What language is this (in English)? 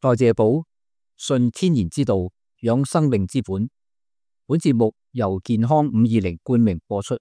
Cantonese